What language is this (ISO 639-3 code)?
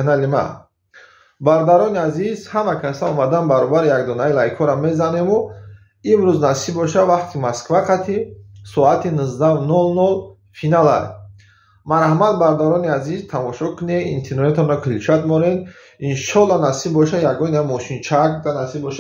tgk